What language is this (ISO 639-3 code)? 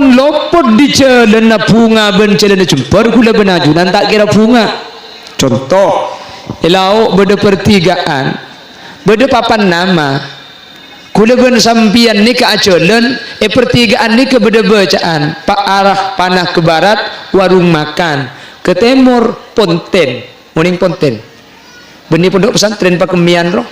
mad